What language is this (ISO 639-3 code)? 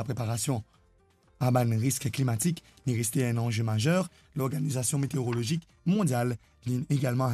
mfe